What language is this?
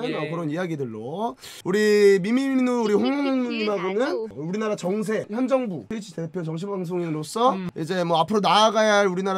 Korean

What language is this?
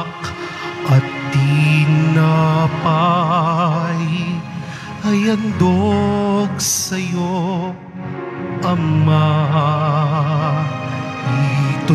Filipino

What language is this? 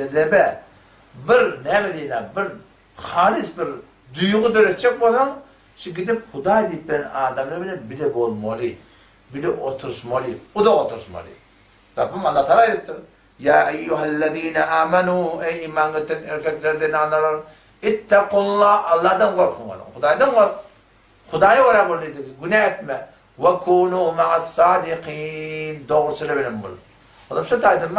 Turkmen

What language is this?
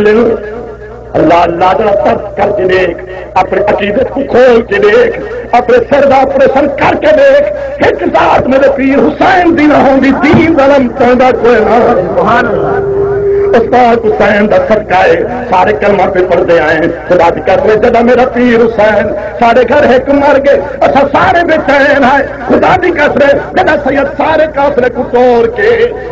Saraiki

